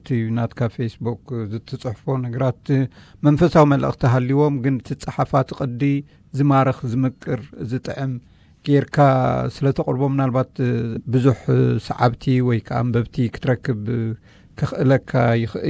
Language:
Tigrinya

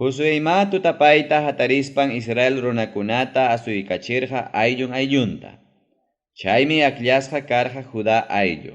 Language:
Ayacucho Quechua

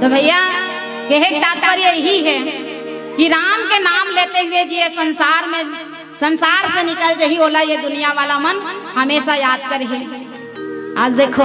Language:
Chhattisgarhi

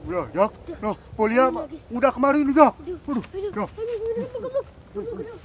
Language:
Betawi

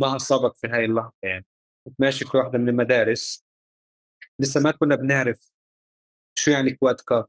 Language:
North Levantine Arabic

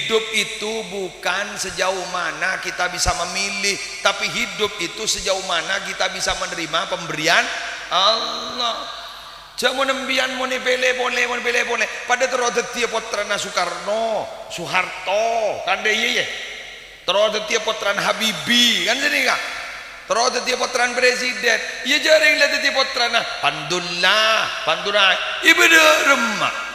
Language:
Madurese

